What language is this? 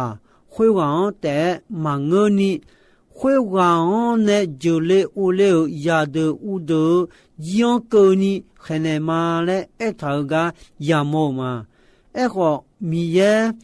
Akha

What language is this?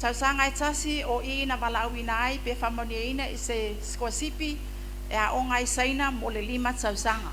Samoan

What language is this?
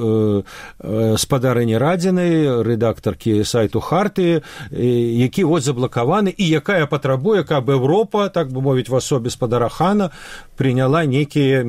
Belarusian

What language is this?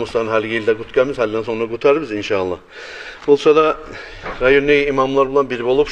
Kumyk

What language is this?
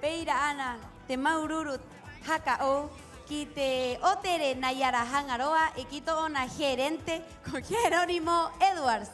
Rapanui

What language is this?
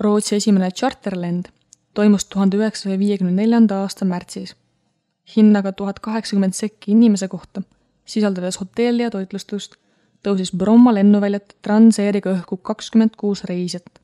Estonian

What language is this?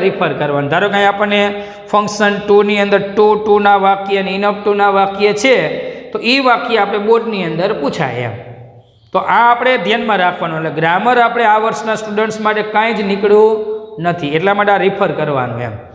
Gujarati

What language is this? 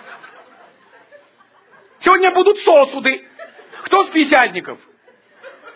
Russian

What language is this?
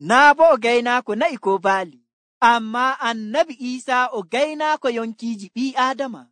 Nigerian Fulfulde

